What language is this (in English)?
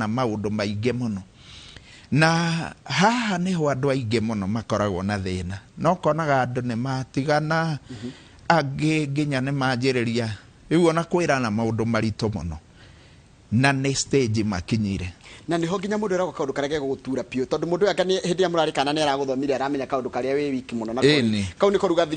Kikuyu